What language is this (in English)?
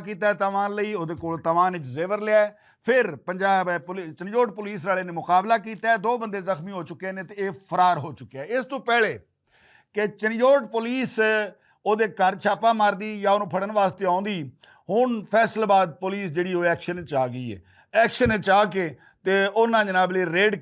Western Panjabi